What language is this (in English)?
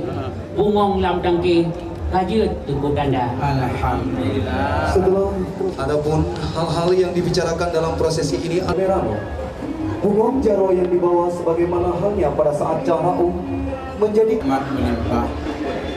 Achinese